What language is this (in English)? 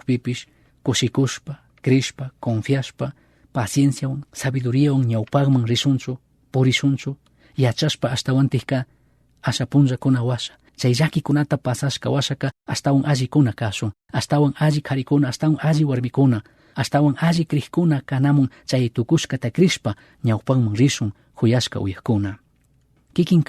Chimborazo Highland Quichua